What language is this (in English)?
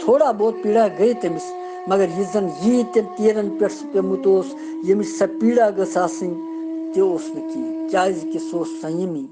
Kashmiri